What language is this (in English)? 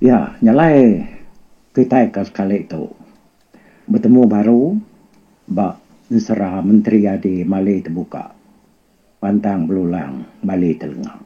Iban